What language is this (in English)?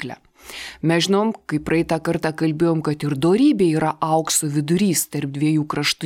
Lithuanian